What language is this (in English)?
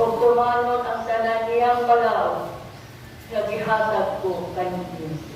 Cebuano